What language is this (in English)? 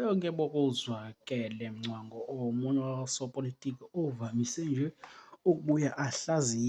Zulu